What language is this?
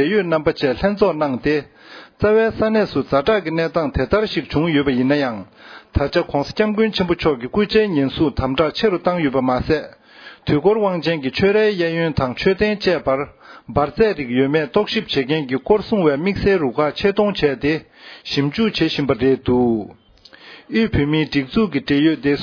Tibetan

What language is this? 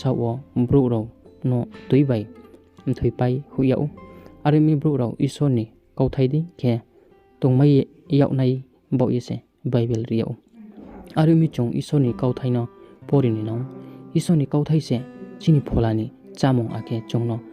Riang (India)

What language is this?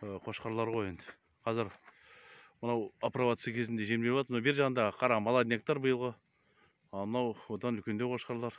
Kazakh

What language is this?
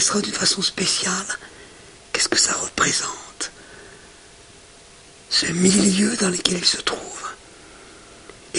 French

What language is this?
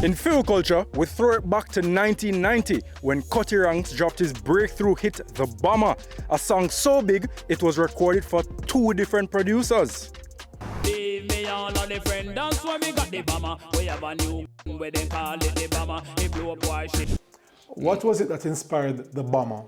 Jamaican Creole English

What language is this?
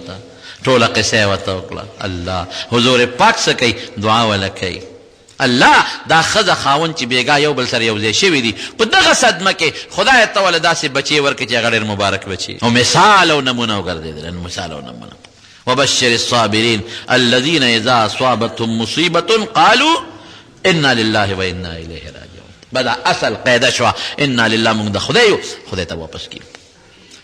Pashto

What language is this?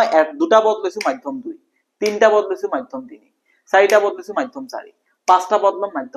Assamese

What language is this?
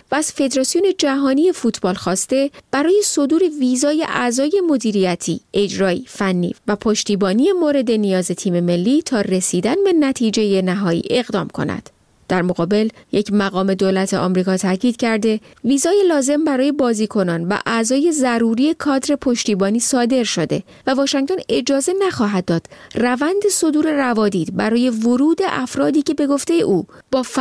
Persian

